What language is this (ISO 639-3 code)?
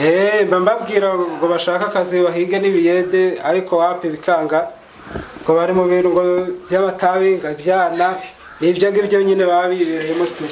kin